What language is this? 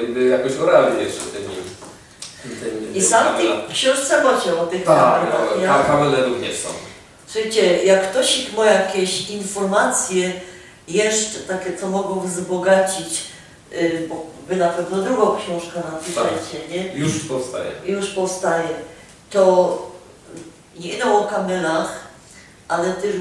Silesian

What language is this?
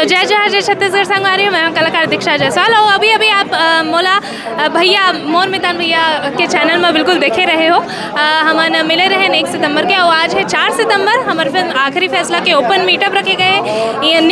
Chhattisgarhi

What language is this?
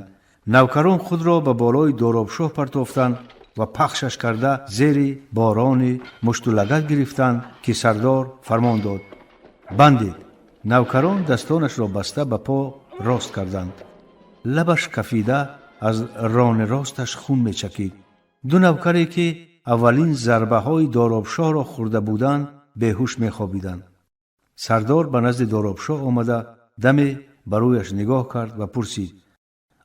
Tajik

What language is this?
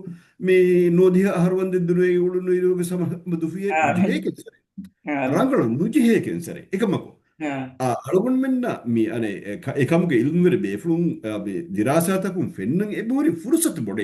Divehi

